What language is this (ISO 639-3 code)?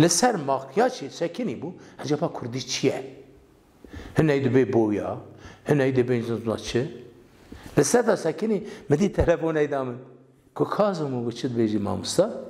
kur